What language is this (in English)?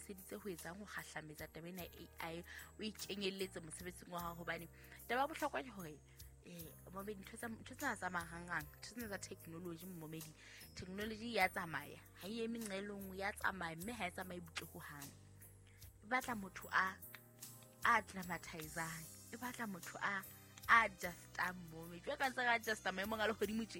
Southern Sotho